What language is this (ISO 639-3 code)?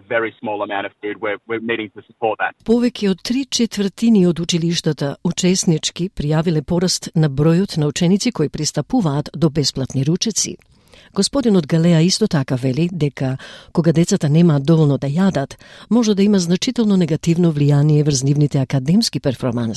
mkd